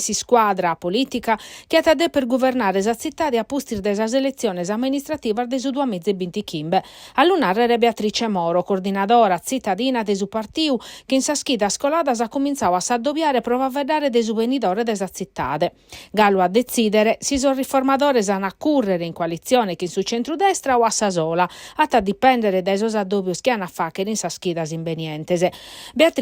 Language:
Sardinian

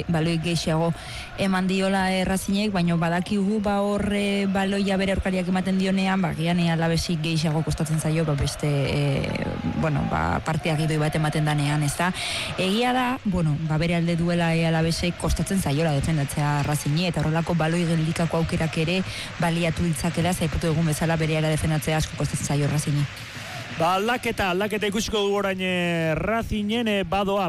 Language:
Basque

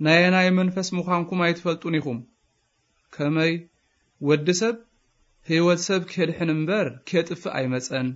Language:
Tigrinya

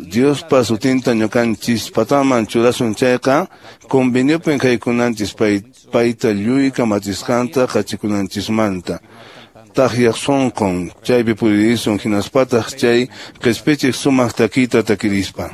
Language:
Quechua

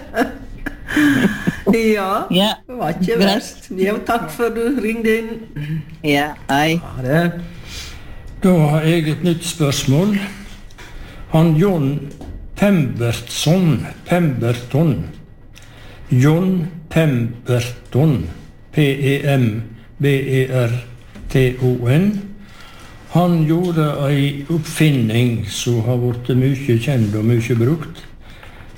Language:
Norwegian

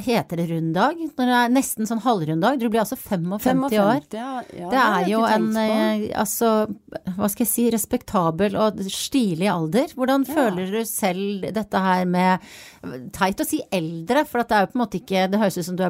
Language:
Norwegian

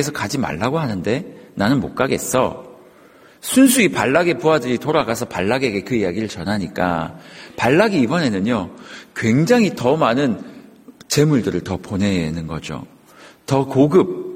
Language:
Korean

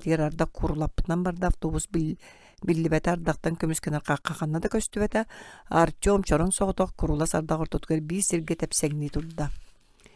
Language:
Yakut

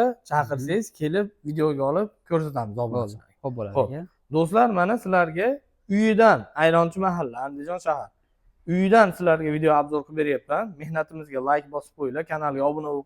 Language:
Uzbek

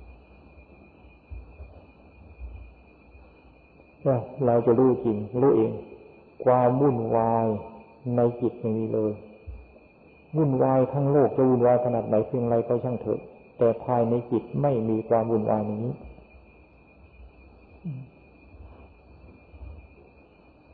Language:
Thai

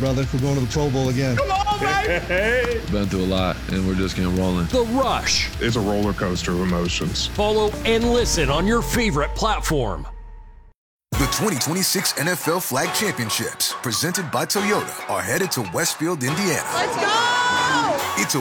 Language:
English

